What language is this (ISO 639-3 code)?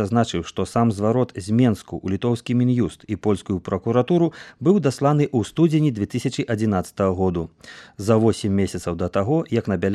bel